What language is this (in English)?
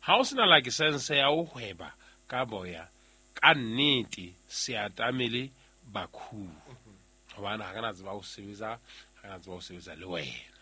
Southern Sotho